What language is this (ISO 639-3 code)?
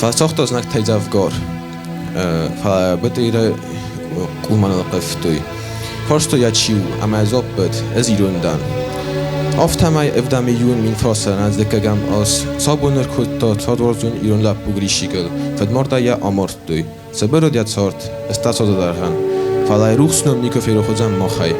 oss